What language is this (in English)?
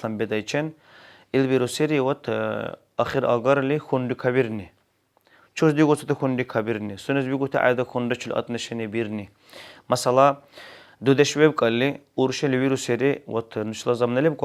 Dargwa